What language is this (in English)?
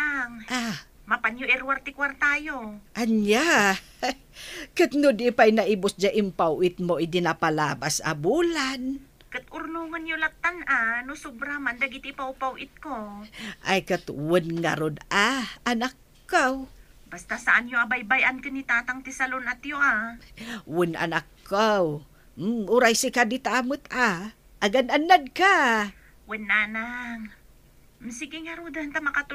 Iloko